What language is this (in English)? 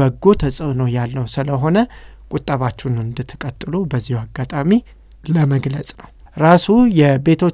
Amharic